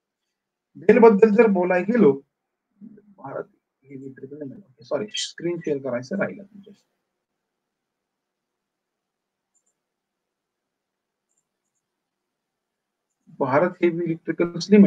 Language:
Marathi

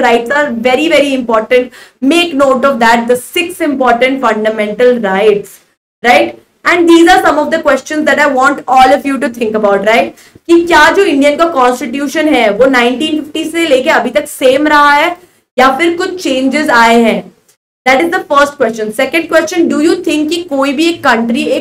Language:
Hindi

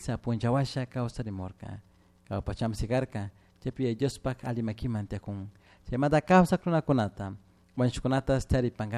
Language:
Chimborazo Highland Quichua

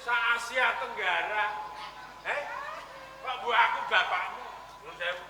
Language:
Javanese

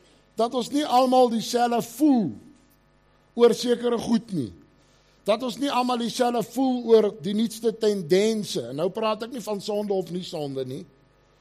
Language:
Afrikaans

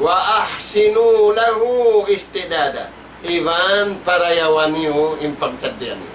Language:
Tausug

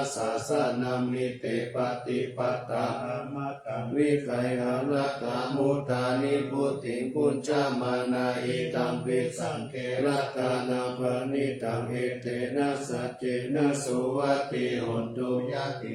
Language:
Pali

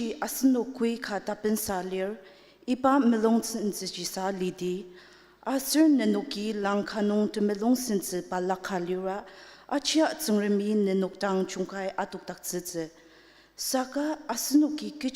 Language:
Ao Naga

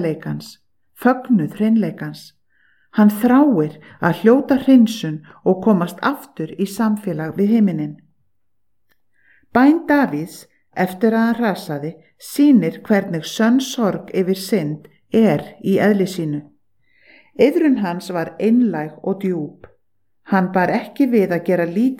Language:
Icelandic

